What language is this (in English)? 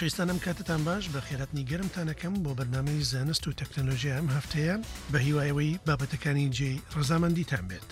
Central Kurdish